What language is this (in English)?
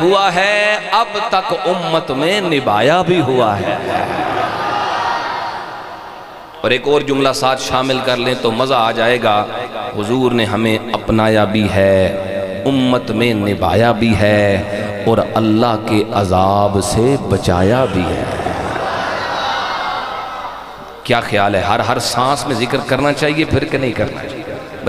Urdu